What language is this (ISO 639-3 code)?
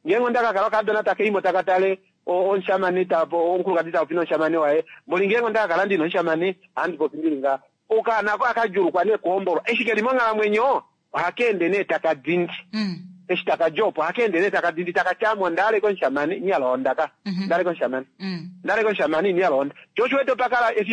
kua